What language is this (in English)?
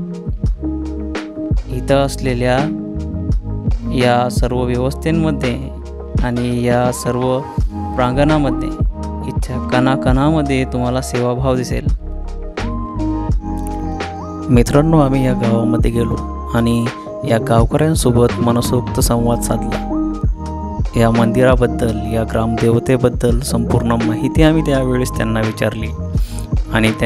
Marathi